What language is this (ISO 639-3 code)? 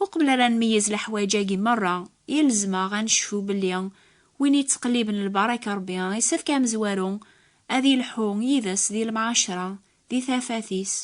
kab